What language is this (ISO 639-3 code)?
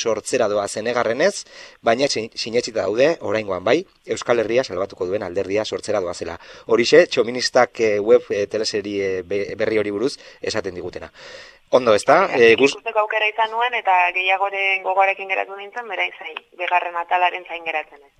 eus